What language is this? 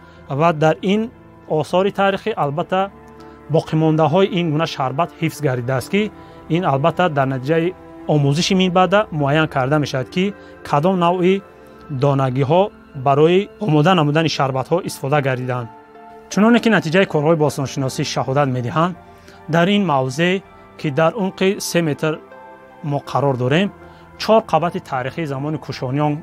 Tajik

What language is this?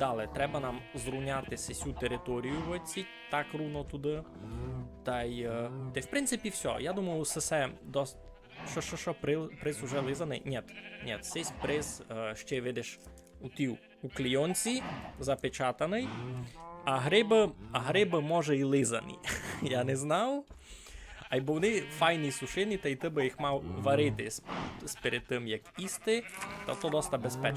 Rusyn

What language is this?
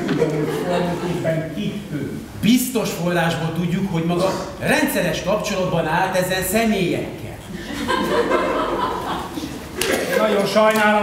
Hungarian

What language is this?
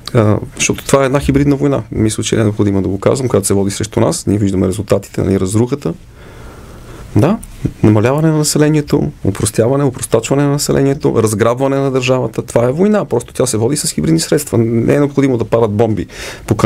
Bulgarian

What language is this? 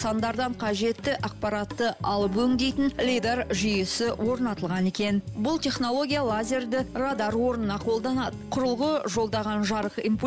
Kazakh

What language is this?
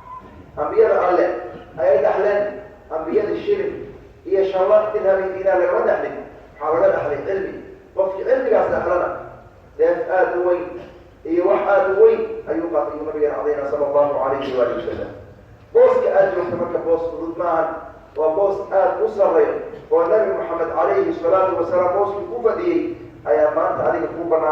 Somali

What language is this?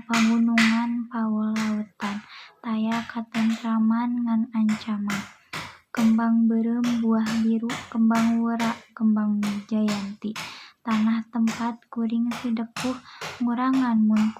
Sundanese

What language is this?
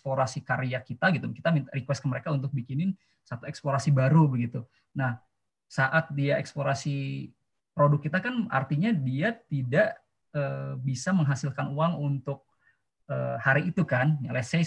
Indonesian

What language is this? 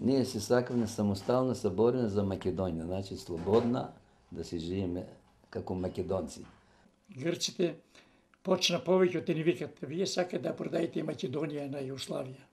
Macedonian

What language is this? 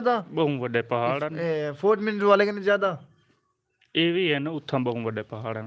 Saraiki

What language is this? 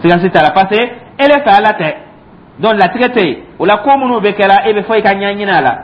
Dyula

